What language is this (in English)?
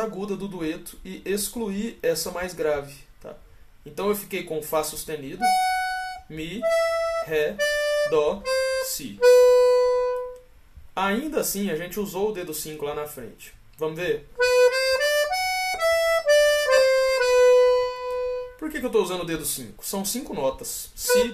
Portuguese